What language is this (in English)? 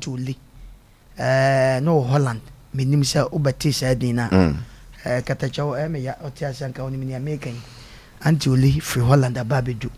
Akan